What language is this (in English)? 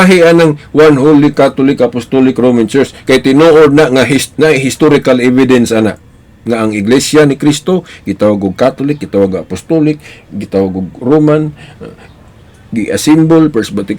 Cebuano